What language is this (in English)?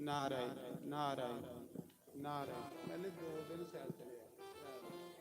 Dogri